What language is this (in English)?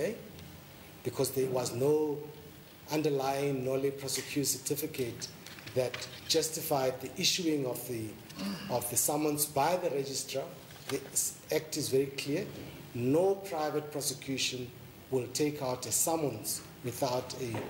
English